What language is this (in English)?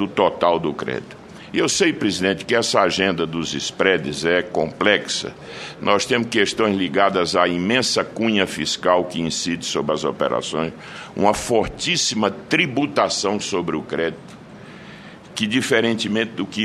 Portuguese